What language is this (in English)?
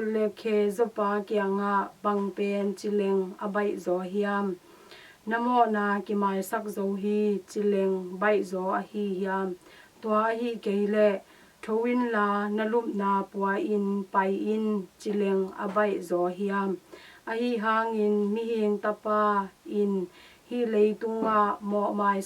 Tedim Chin